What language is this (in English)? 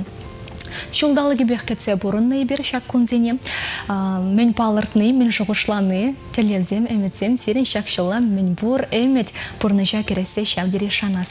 Chuvash